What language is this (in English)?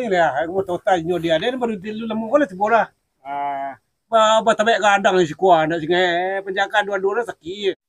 Minangkabau